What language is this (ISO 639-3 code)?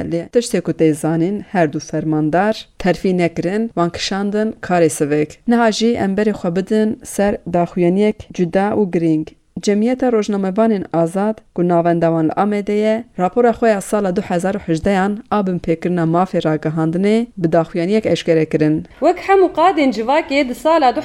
kur